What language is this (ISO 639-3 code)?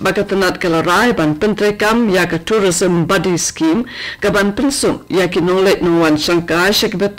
kha